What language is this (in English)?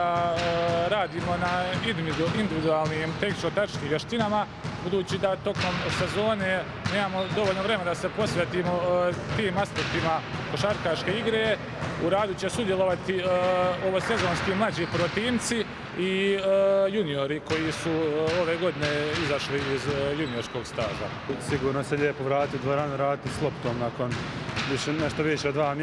Croatian